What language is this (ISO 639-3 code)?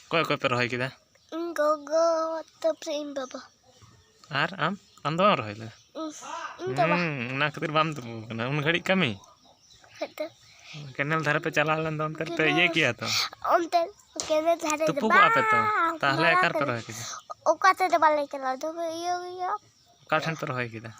sat